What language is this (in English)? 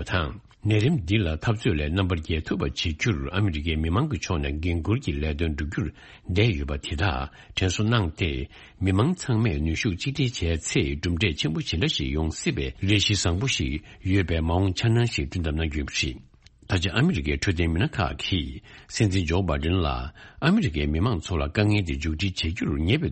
Tibetan